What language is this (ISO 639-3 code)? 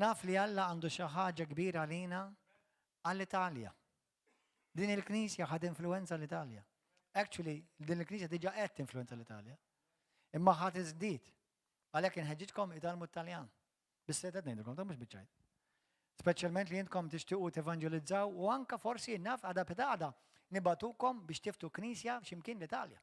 mlt